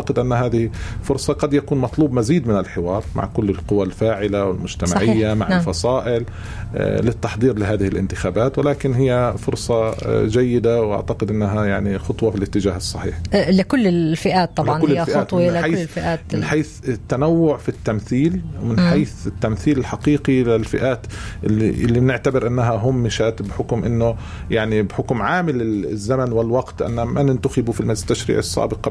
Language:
North Levantine Arabic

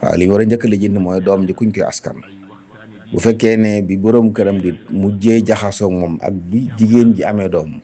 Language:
Wolof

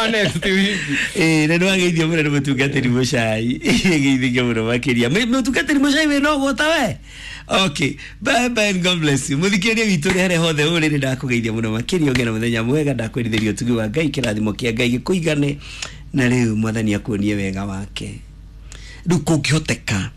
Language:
Kikuyu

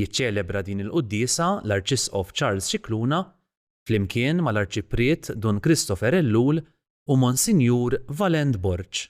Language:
Maltese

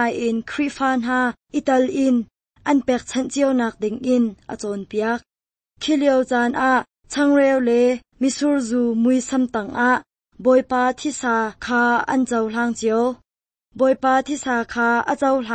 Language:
Hakha Chin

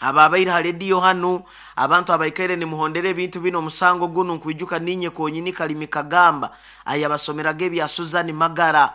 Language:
Nyoro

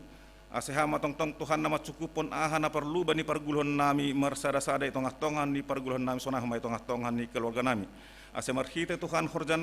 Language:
Batak Simalungun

